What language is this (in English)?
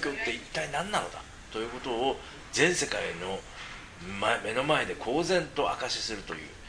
Japanese